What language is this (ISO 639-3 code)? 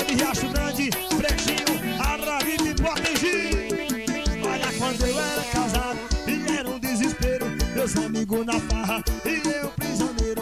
por